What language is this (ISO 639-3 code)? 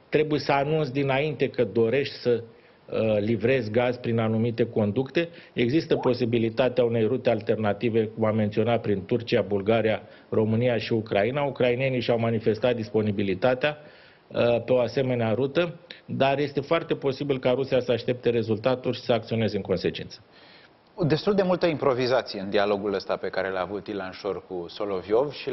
ron